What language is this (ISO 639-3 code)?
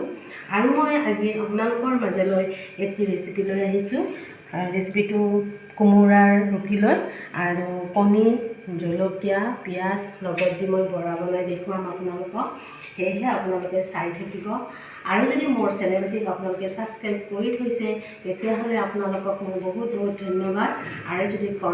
asm